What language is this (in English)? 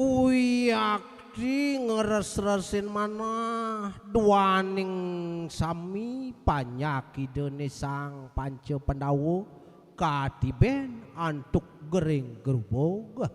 Balinese